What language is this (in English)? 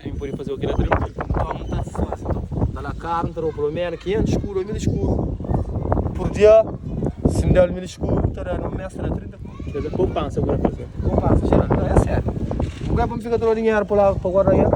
Kabuverdianu